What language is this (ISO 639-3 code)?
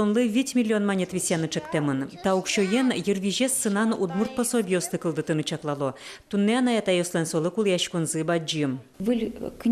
udm